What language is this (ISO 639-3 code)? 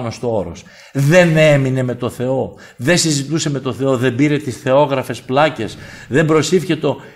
ell